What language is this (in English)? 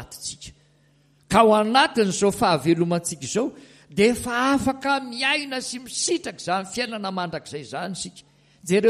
Malagasy